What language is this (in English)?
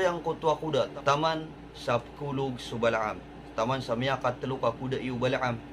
Maranao